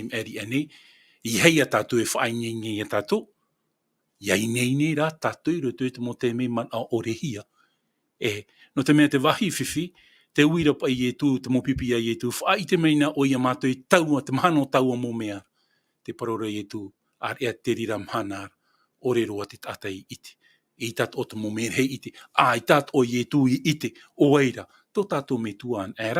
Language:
Tahitian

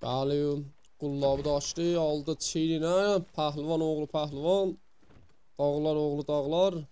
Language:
South Azerbaijani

